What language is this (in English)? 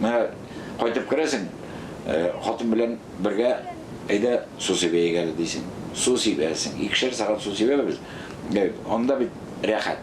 Tatar